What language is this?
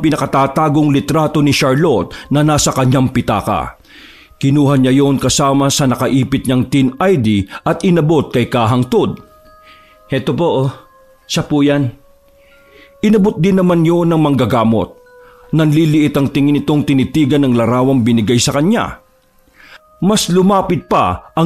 Filipino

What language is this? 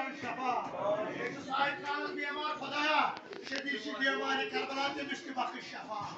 Kashmiri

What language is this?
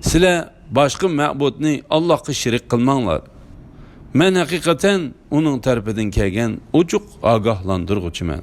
Uyghur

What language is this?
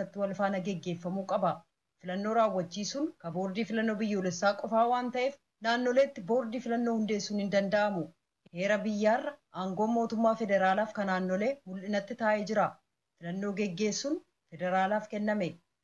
Oromo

